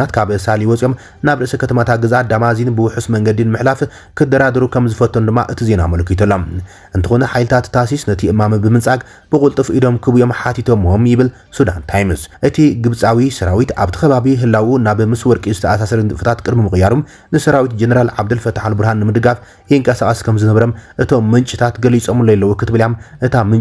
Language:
Tigrinya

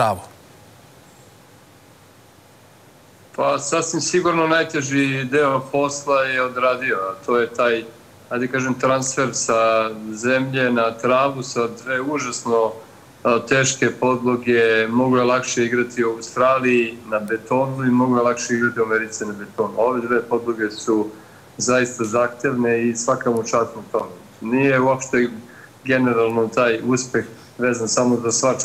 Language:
Serbian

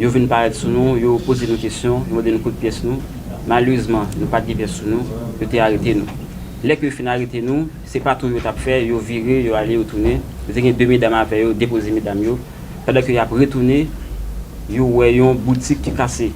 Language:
Haitian Creole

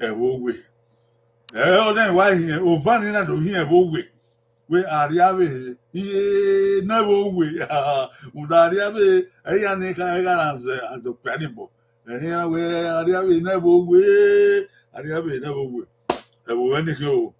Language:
Bini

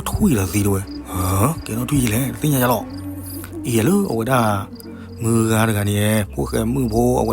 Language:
S'gaw Karen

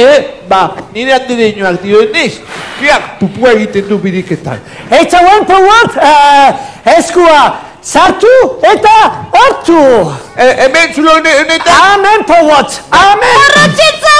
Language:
Basque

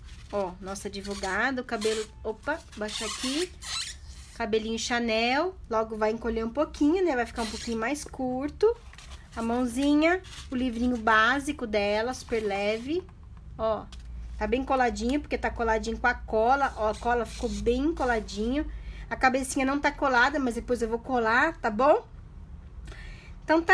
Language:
Portuguese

